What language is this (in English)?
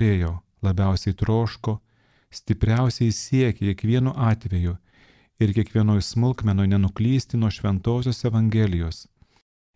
Lithuanian